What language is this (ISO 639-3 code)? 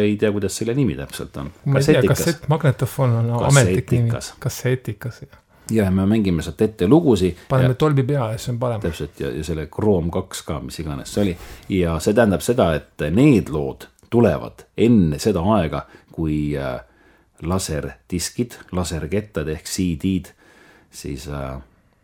est